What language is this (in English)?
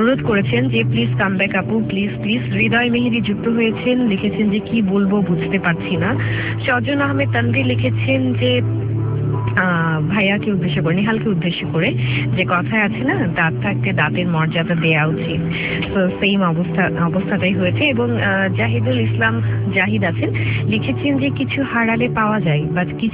Bangla